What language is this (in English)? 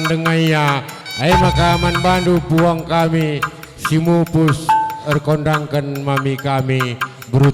Batak Karo